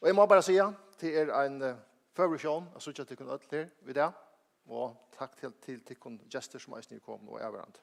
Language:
Faroese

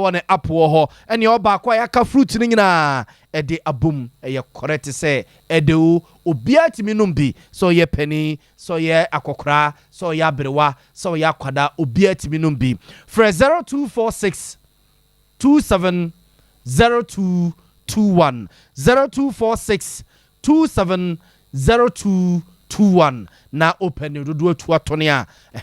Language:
Akan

